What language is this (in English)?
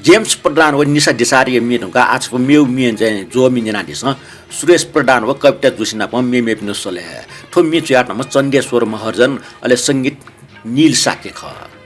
Newari